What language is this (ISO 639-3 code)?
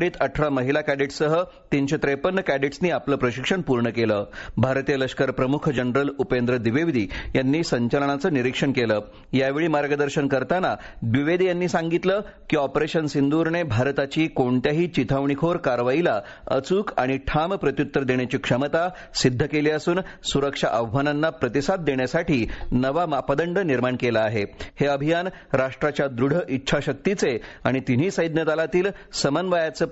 mar